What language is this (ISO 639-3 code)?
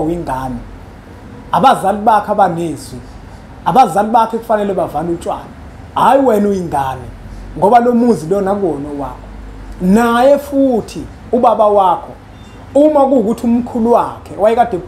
zul